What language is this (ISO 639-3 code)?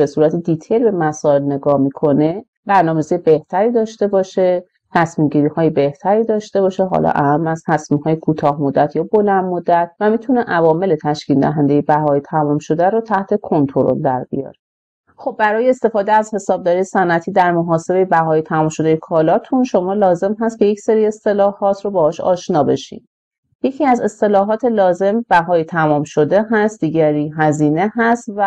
fas